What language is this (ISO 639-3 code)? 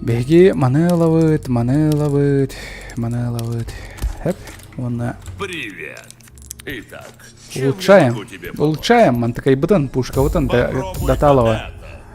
sah